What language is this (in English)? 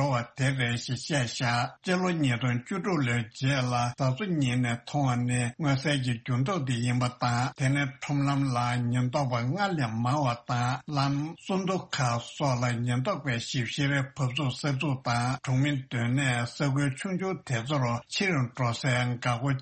Tibetan